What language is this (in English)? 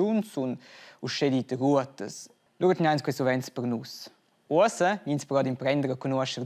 Romansh